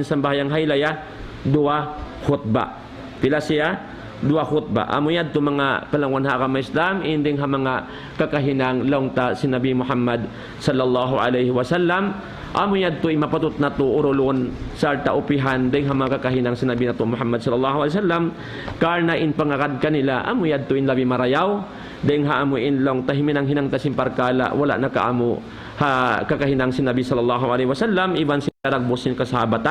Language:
Tausug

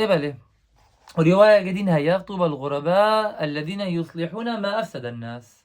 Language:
Kurdish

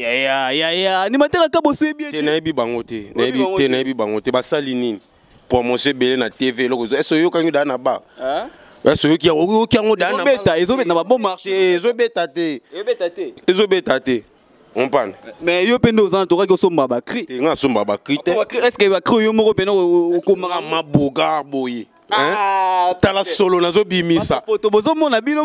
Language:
Lingala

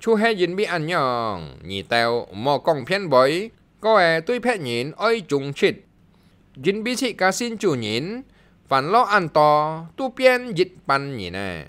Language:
Hakka Chinese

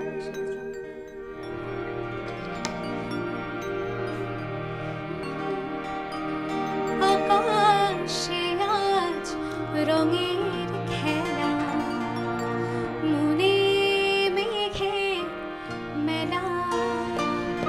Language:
Bangla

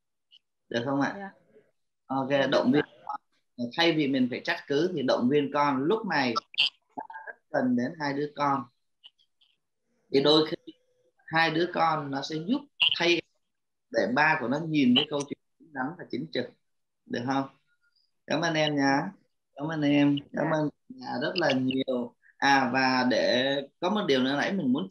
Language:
Vietnamese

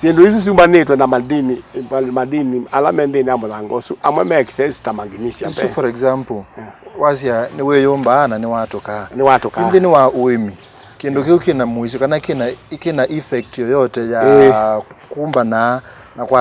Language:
Kamba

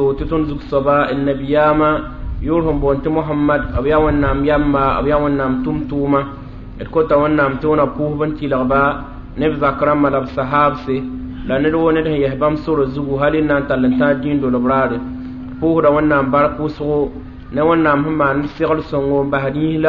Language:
Mossi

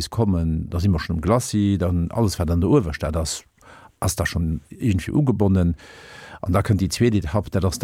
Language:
Luxembourgish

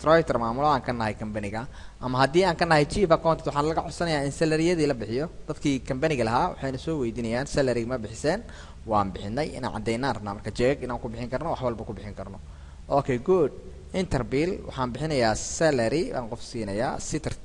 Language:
Somali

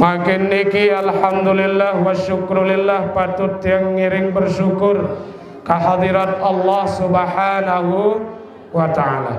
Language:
Sasak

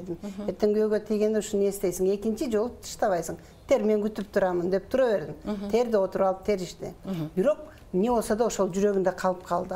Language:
Kyrgyz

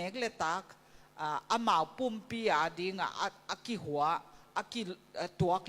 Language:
Tedim Chin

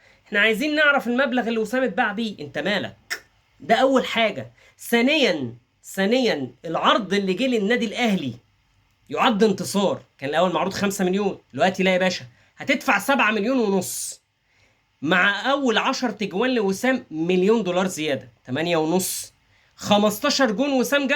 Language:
Egyptian Arabic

